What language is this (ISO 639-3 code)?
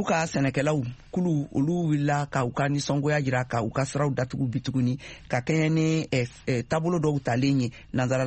bam